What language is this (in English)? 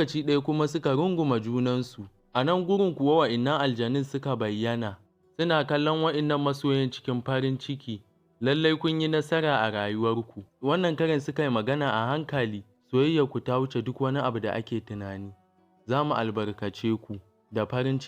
Hausa